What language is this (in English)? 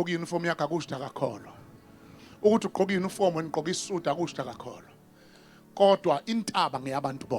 Zulu